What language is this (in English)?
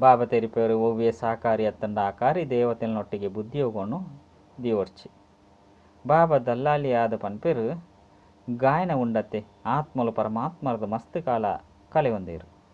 Tulu